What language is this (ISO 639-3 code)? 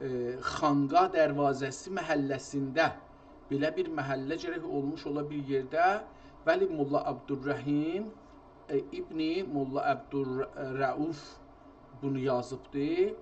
azb